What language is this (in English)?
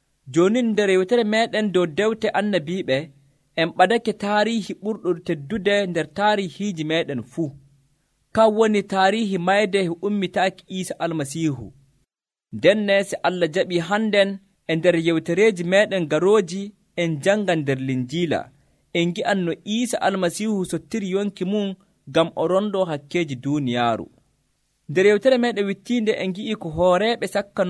Nigerian Fulfulde